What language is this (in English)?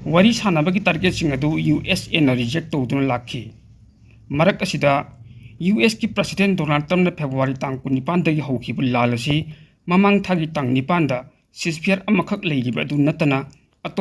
Manipuri